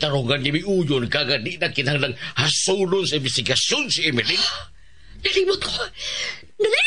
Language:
Cebuano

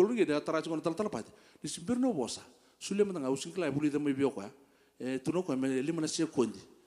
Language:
Fijian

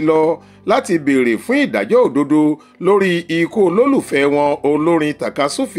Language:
Yoruba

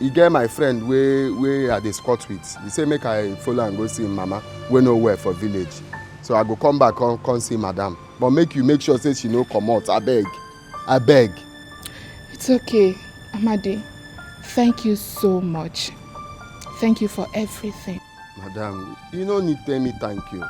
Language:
Nigerian Pidgin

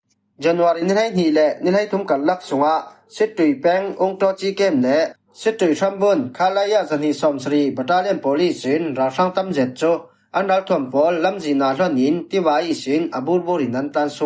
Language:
Falam Chin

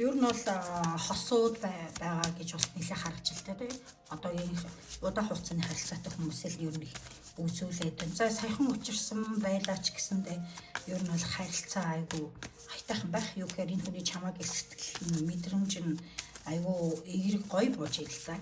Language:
Mongolian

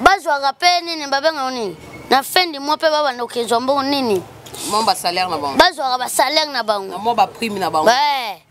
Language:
Lingala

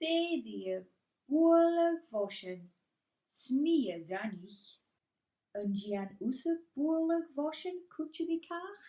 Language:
Scottish Gaelic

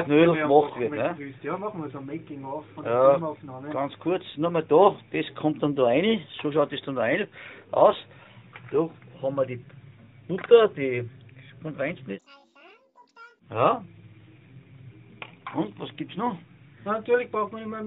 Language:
German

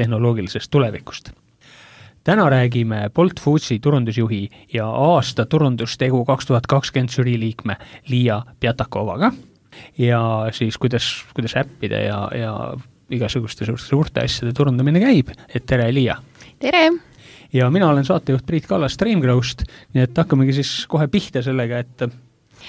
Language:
Estonian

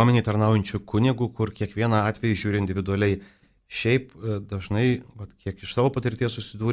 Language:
Lithuanian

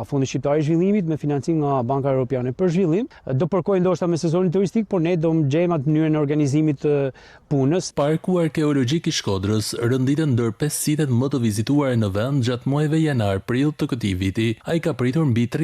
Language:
Albanian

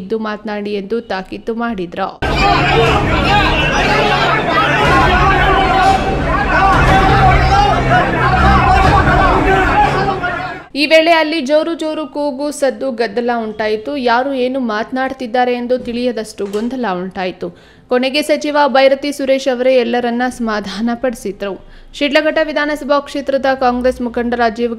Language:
Kannada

